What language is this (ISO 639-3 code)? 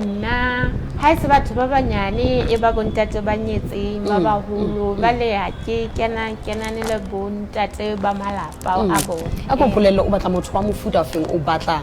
sot